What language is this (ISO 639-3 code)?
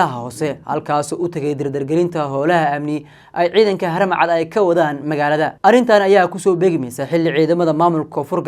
som